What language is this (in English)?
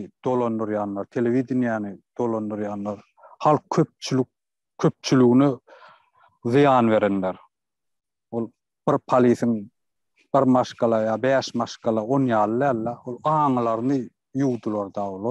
Turkmen